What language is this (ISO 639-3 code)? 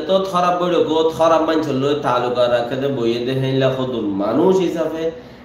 rhg